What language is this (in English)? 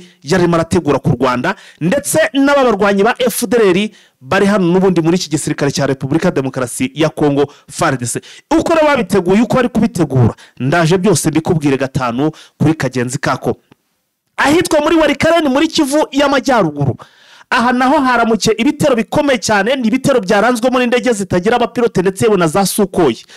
Kinyarwanda